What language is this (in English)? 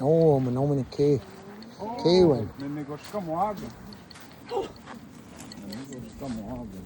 Chippewa